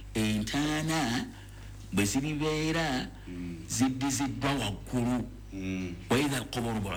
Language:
Ganda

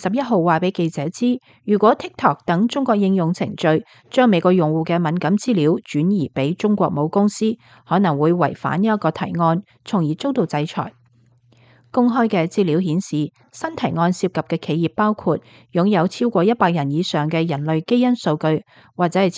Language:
Cantonese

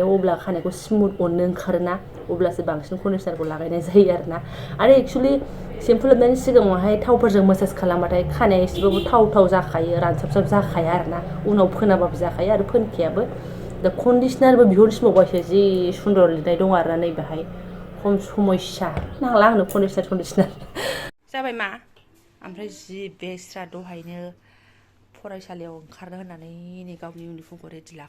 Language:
Bodo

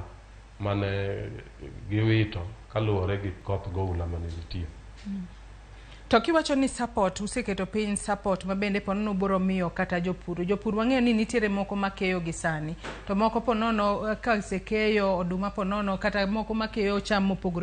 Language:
Luo (Kenya and Tanzania)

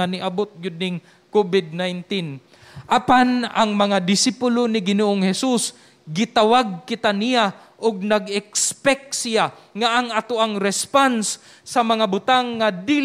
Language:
Cebuano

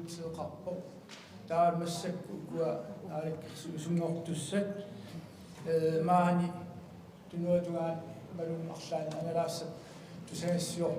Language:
Kalaallisut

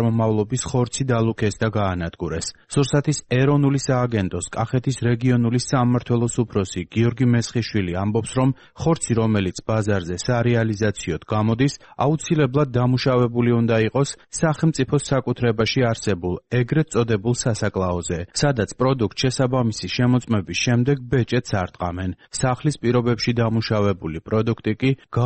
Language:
Georgian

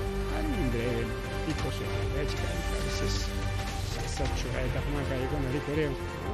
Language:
Ayacucho Quechua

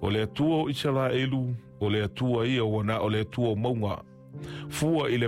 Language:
Samoan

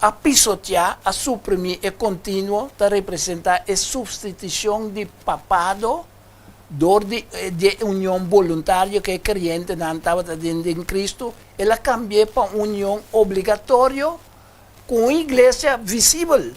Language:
Papiamento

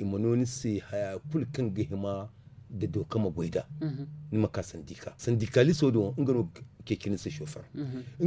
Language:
Zarma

